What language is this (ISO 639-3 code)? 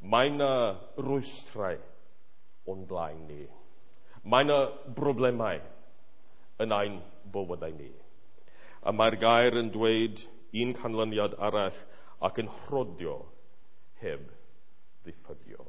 cym